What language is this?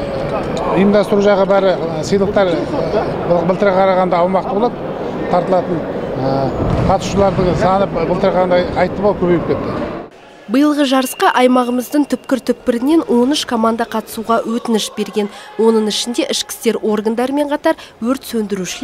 Kazakh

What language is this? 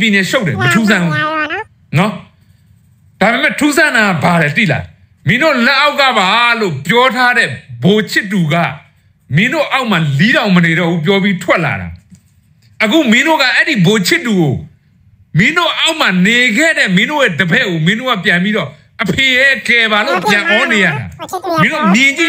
Burmese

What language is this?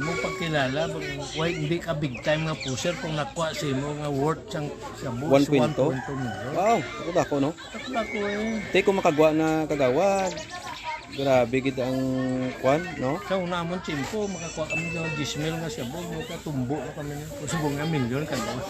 Hiligaynon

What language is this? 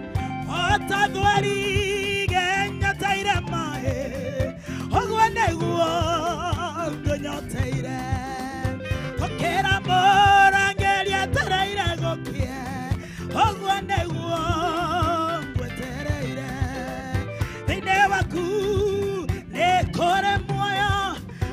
Kikuyu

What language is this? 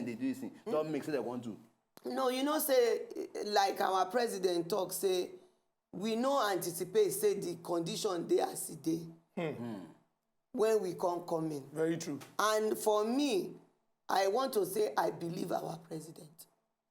Nigerian Pidgin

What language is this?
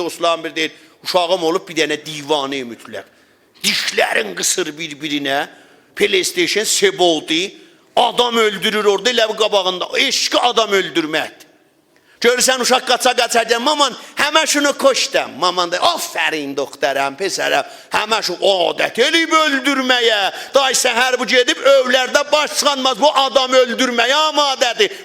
South Azerbaijani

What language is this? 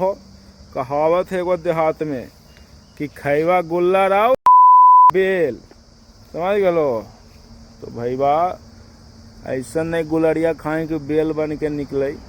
Magahi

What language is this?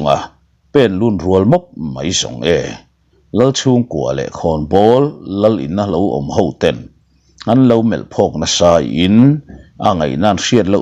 Mizo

